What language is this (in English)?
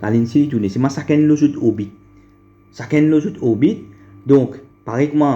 Morisyen